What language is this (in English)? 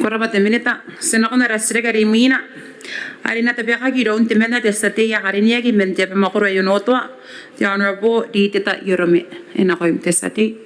Gilbertese